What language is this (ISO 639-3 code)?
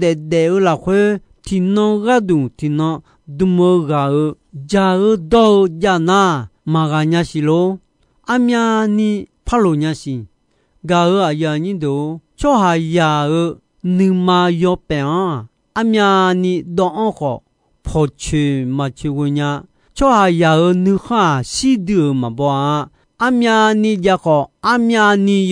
ahk